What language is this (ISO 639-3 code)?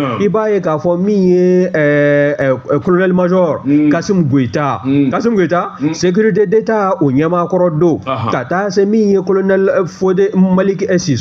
bam